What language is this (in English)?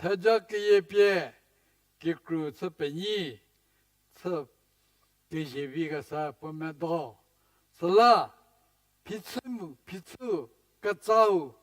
Angami Naga